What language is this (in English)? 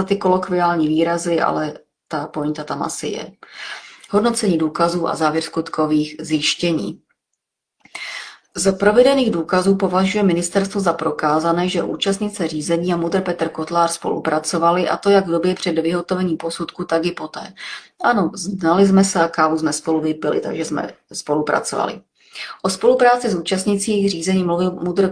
Czech